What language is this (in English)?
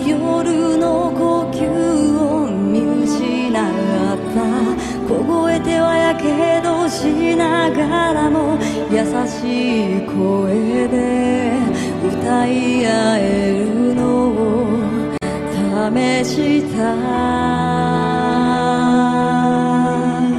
Japanese